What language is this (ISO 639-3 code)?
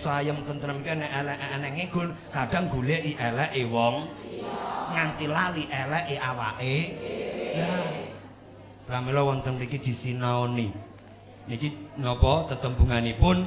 jav